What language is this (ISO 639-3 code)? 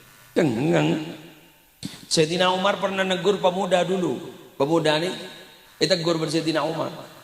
mad